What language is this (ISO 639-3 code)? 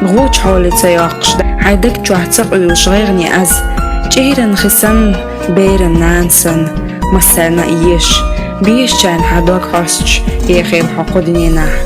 che